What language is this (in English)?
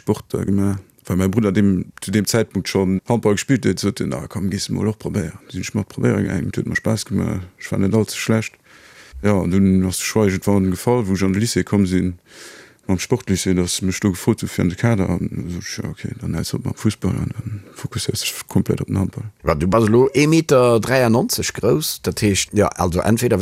Luxembourgish